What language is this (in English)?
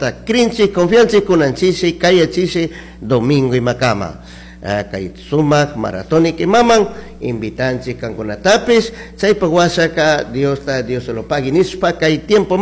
Chimborazo Highland Quichua